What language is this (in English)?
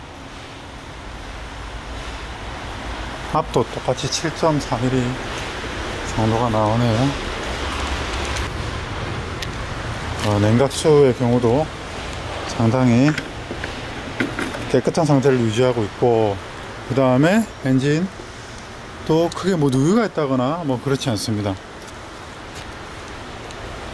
Korean